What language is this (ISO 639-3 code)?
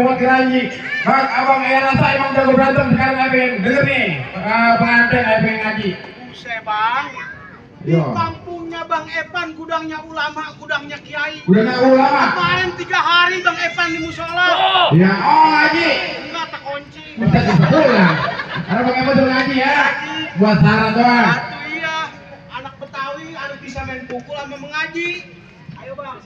bew